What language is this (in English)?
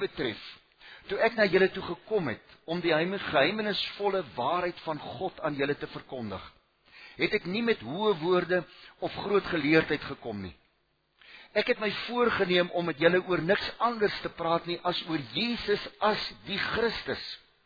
Afrikaans